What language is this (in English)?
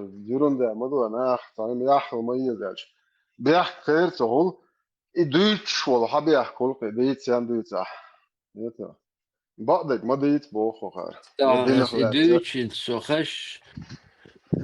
Chechen